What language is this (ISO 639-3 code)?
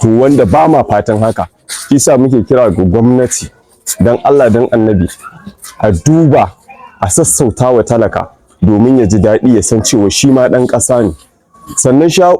hau